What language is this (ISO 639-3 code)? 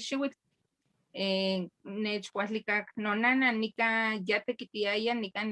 nhe